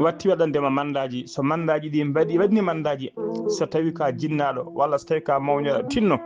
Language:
Fula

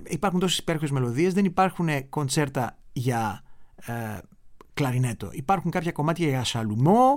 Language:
Greek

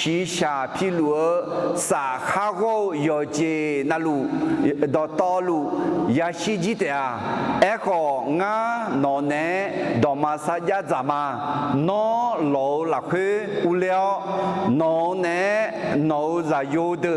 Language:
Akha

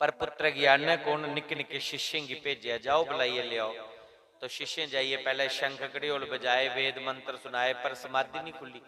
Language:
Dogri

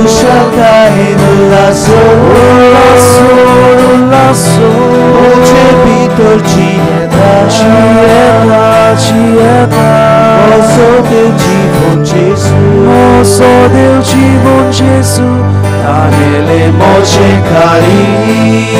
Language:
Konkani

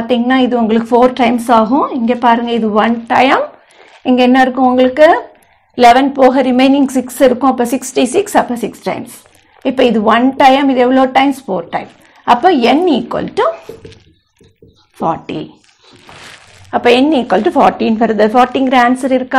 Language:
Tamil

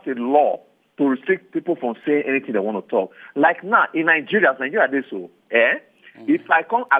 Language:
Nigerian Pidgin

